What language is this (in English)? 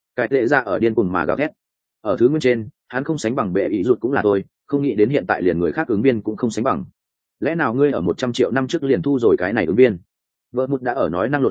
Vietnamese